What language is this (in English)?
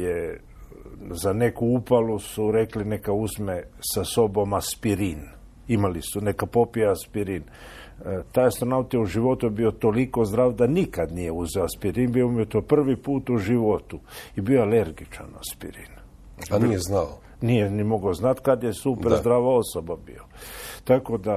Croatian